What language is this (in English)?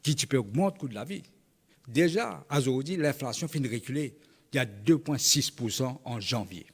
Morisyen